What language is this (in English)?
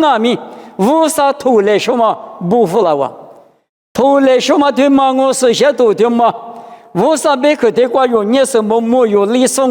Lisu